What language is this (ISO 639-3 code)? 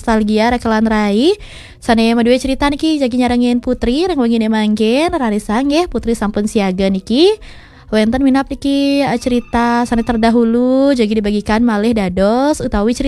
ban